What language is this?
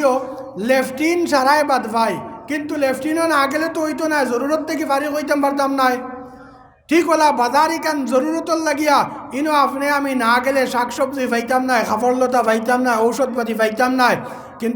Sylheti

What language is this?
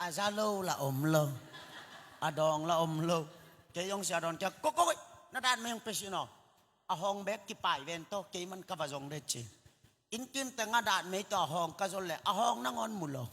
Tedim Chin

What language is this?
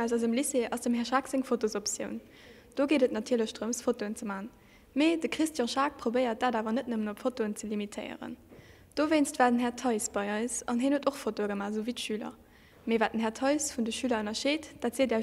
Luxembourgish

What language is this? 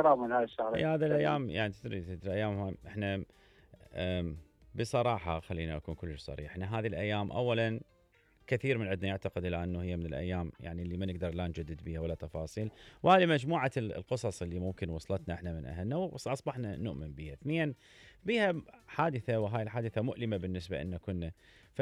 Mesopotamian Arabic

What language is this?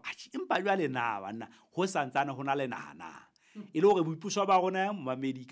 Southern Sotho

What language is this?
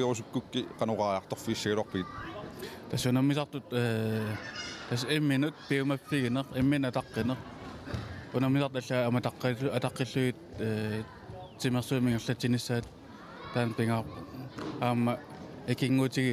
Kalaallisut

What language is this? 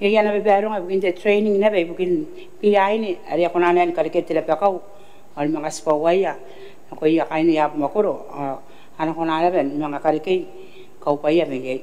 Gilbertese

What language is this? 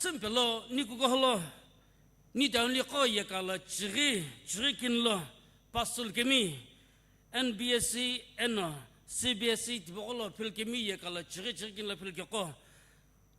Sumi Naga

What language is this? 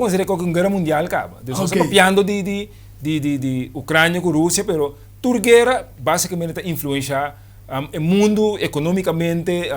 Papiamento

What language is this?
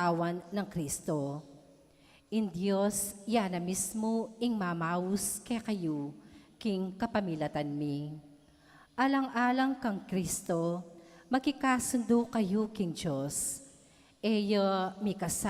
Pampanga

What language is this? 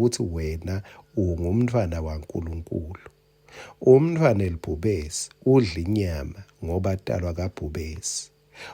Swati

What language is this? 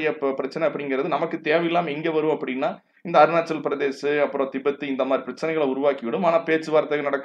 Tamil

